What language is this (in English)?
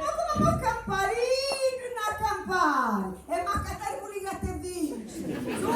Sicilian